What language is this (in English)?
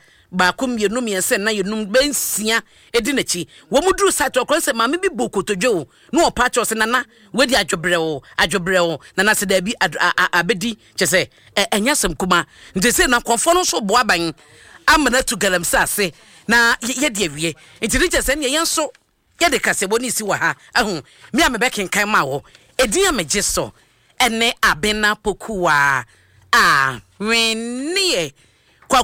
Akan